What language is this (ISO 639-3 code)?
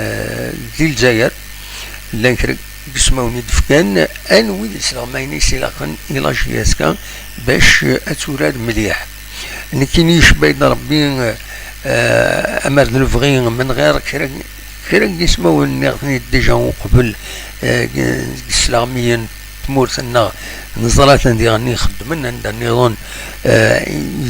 kab